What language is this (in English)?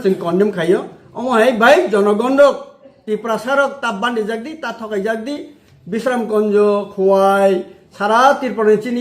Kok Borok